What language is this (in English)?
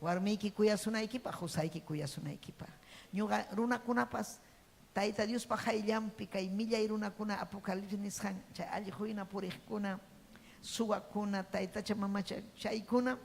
Ayacucho Quechua